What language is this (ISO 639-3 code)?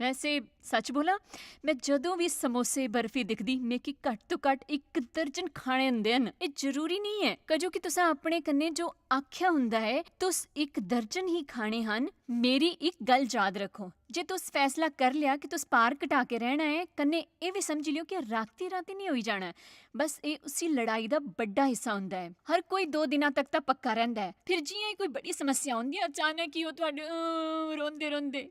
doi